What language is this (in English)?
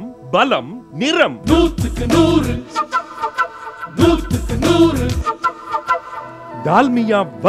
Tamil